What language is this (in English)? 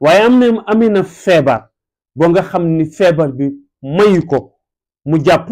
Wolof